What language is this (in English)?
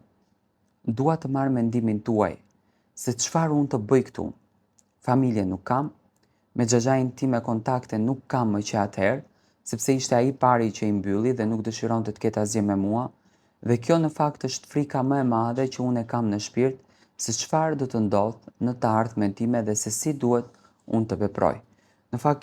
Albanian